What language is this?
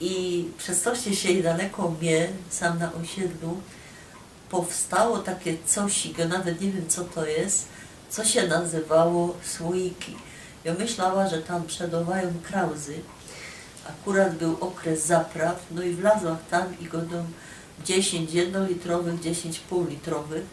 Silesian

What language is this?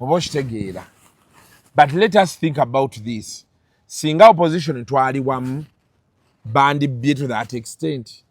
Ganda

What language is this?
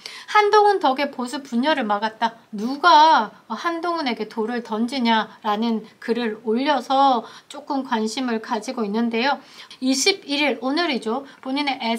Korean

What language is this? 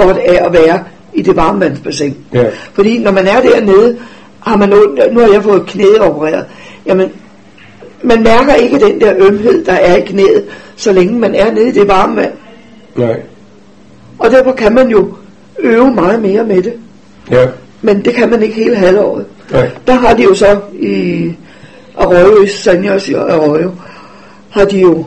Danish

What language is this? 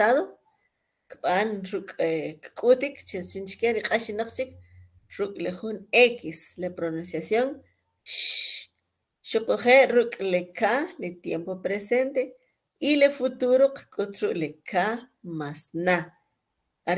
Kʼicheʼ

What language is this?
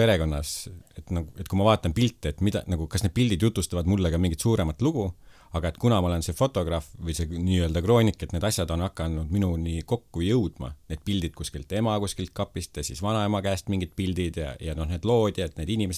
Estonian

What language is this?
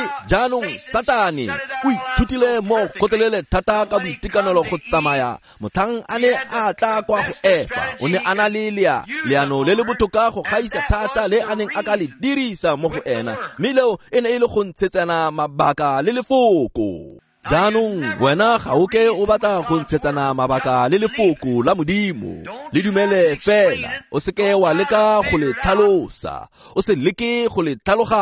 Tswana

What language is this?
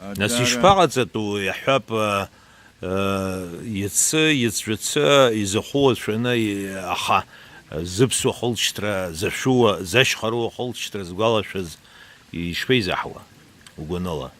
Abkhazian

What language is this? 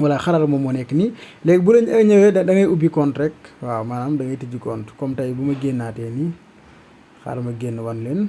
Wolof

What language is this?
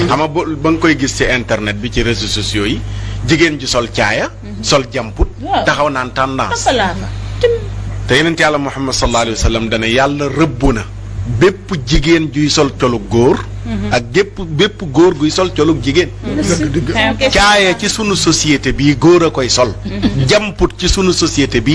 Wolof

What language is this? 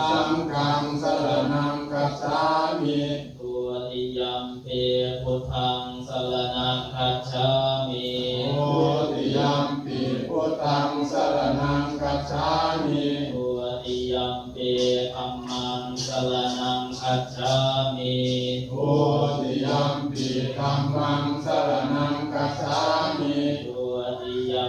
Pali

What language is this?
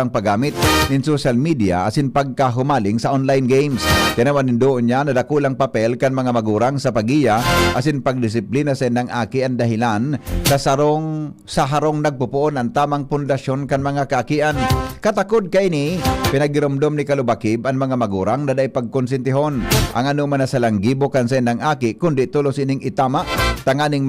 Bikol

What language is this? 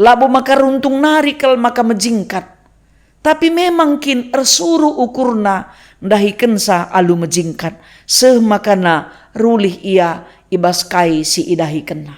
Batak Karo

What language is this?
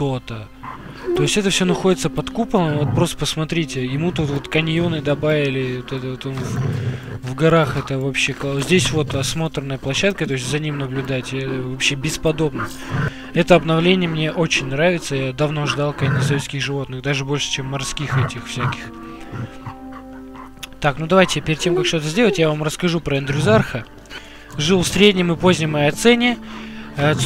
Russian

